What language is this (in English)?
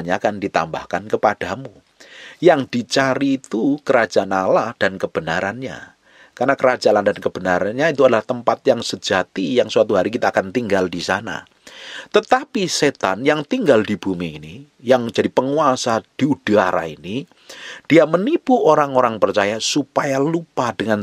Indonesian